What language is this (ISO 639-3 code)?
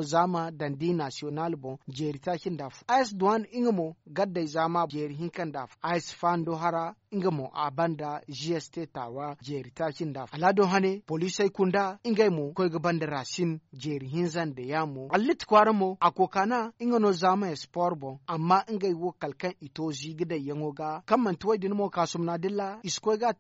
dje